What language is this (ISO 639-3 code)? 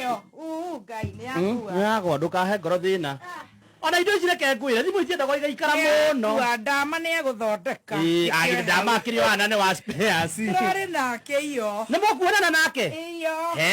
kik